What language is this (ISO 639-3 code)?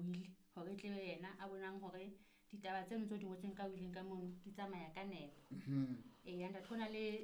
sot